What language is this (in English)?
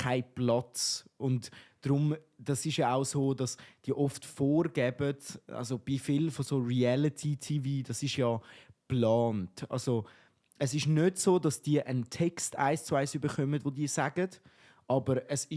Swiss German